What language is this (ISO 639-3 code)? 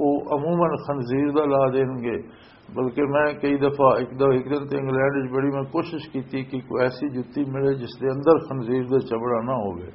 lah